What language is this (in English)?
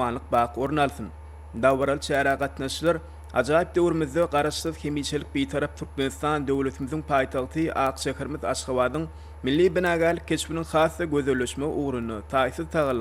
Turkmen